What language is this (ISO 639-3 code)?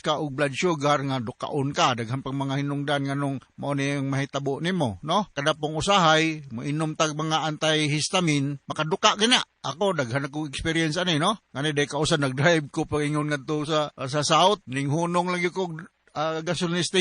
ceb